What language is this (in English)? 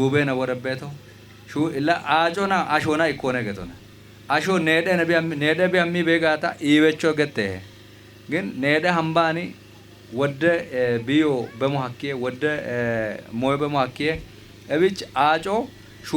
Kafa